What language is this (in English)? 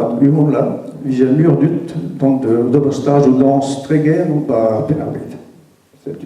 Breton